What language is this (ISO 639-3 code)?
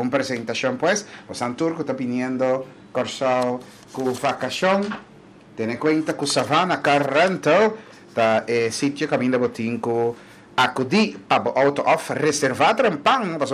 pap